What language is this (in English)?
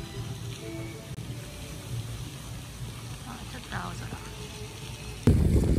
Japanese